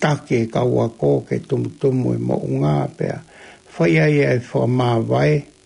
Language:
Tongan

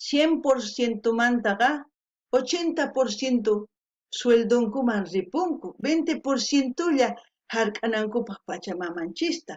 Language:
South Bolivian Quechua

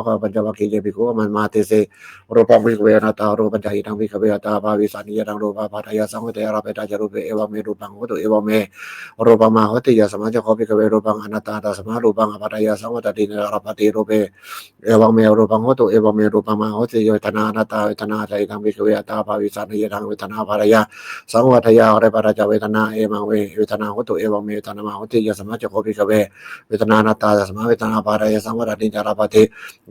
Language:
Pali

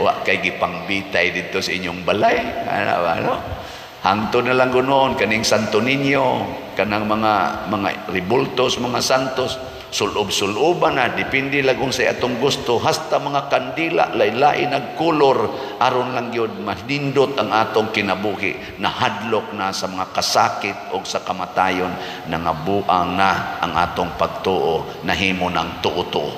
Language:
Cebuano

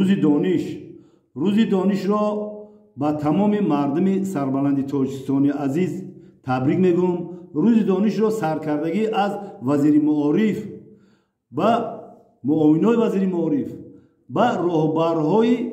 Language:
Tajik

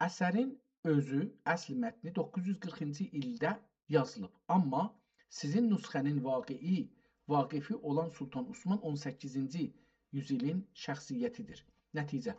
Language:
South Azerbaijani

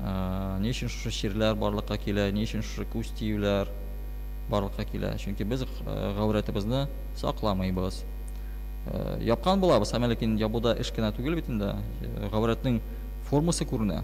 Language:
Tatar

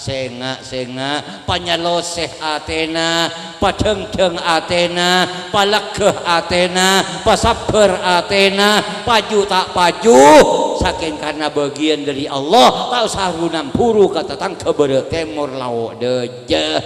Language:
Madurese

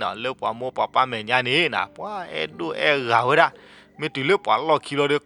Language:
S'gaw Karen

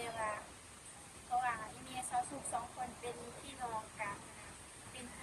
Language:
Lao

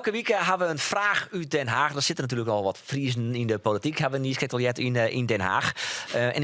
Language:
Western Frisian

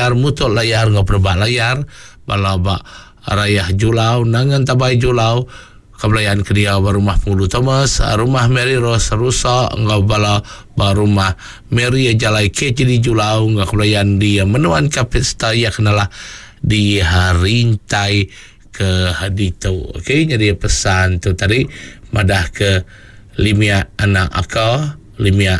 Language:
Iban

